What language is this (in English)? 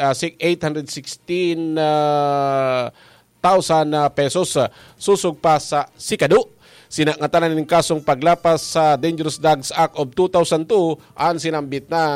Bikol